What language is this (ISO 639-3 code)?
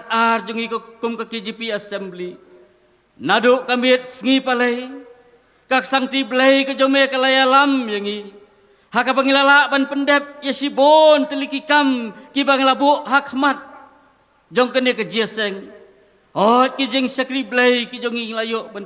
kha